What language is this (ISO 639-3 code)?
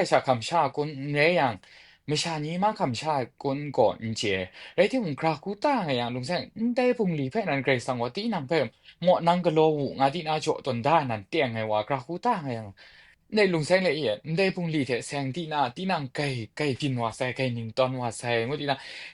kac